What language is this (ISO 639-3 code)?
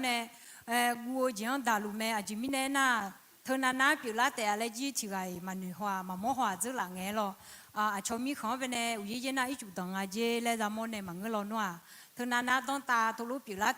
ahk